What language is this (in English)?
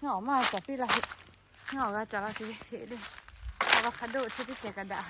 Lahu